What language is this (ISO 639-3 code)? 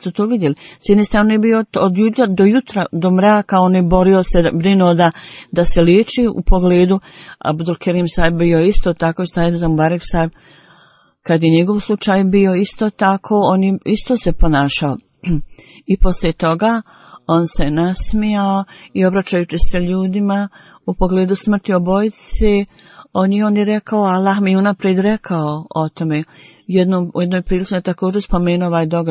bos